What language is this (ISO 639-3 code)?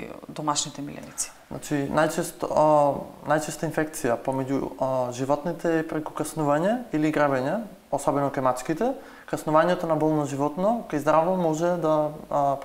mkd